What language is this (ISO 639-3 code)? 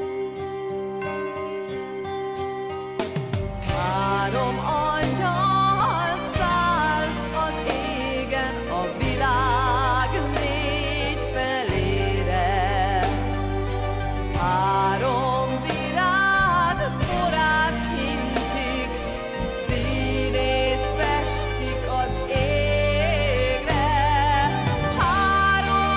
hun